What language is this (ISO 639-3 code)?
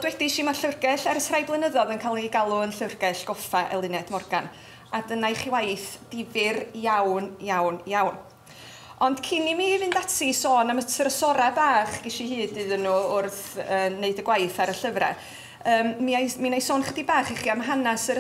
cym